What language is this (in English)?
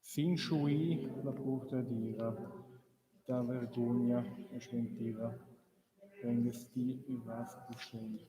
Romansh